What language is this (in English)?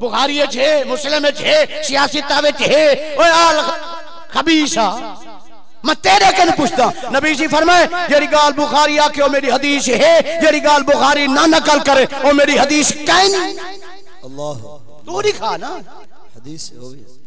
Saraiki